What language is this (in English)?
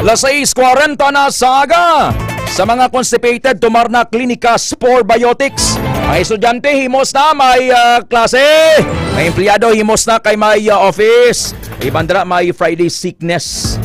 Hiligaynon